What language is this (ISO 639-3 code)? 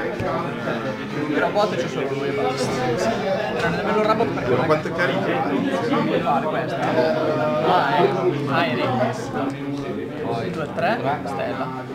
ita